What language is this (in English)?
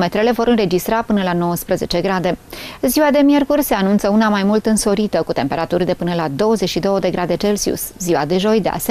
Romanian